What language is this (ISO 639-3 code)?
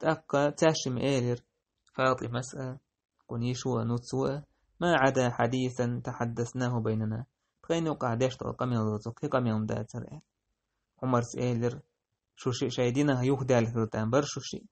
che